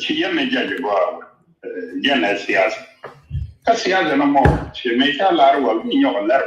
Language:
Nuer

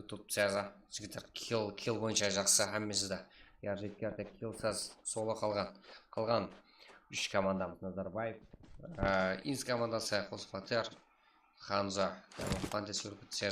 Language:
Kara-Kalpak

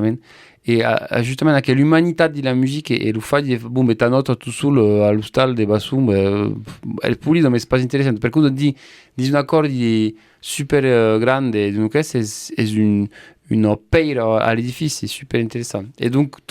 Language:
Occitan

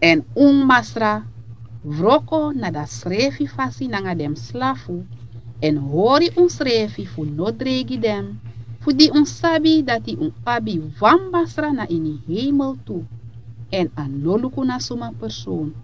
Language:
Sranan Tongo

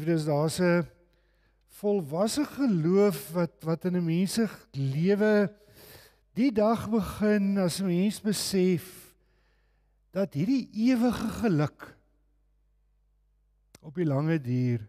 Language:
Afrikaans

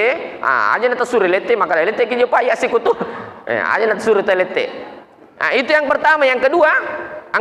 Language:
Buginese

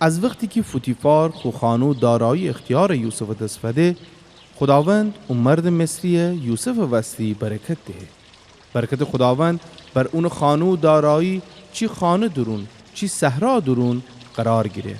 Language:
Gilaki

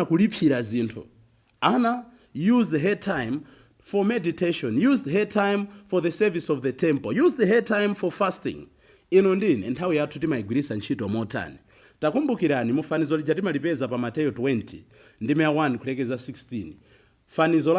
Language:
Nyanja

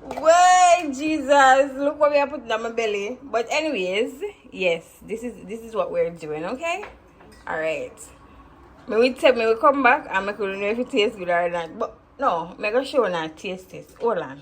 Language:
Jamaican Creole English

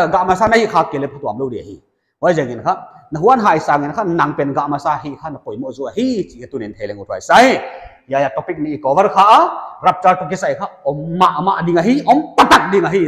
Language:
Paite Chin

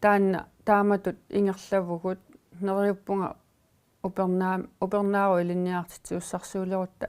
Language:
Kalaallisut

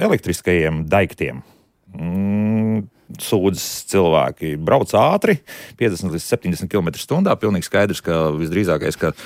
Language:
Latvian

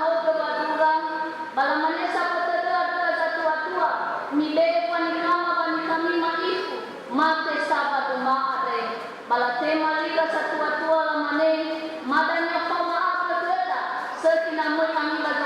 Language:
Nias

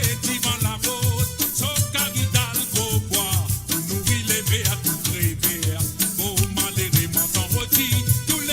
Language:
Morisyen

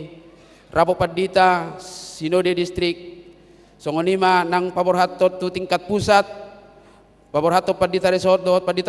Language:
Batak Toba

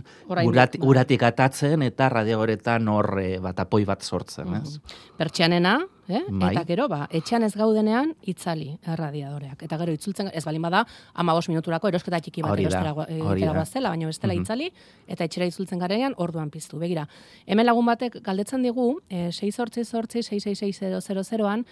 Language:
Basque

